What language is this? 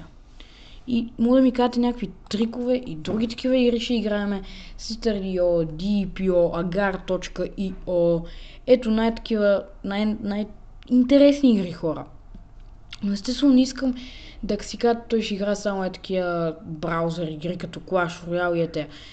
Bulgarian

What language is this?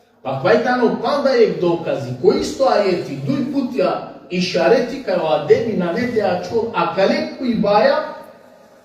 Balkan Romani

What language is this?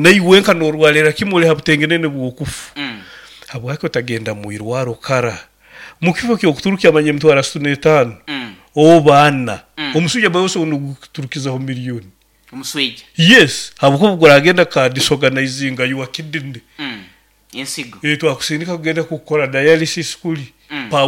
Nyoro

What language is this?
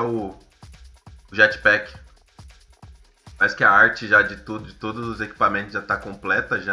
Portuguese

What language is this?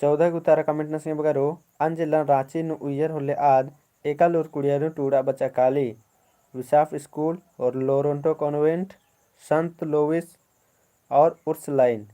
Kurukh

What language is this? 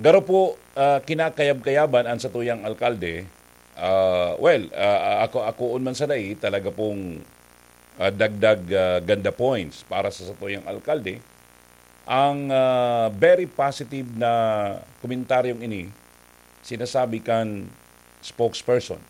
Bikol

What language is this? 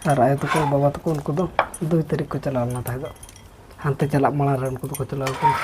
Santali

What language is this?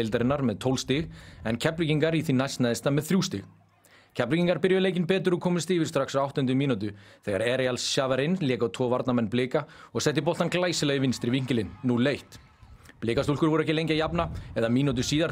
Icelandic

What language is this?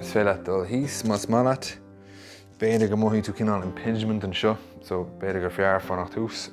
Irish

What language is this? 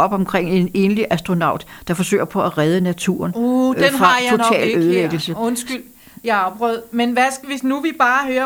Danish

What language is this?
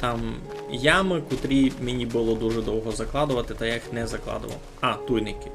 Rusyn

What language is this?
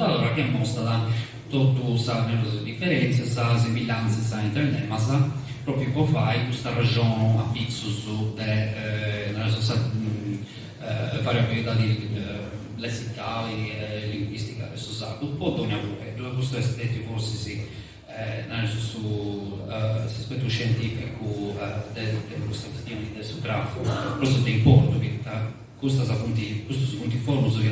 Sardinian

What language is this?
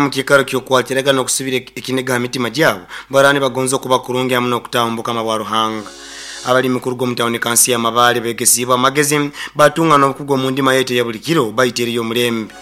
Nyoro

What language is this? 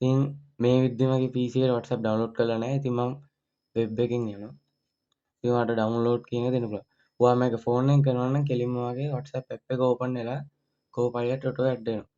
Sinhala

